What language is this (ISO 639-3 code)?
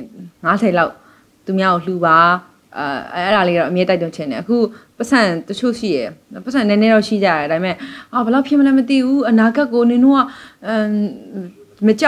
mya